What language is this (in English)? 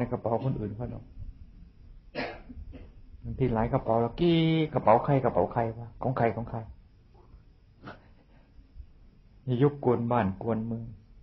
Thai